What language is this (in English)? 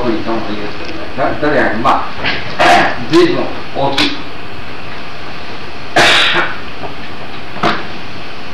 Japanese